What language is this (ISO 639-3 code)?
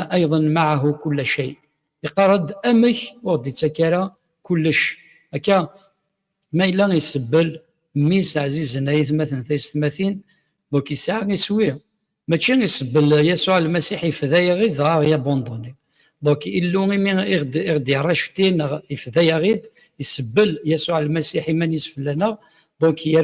kab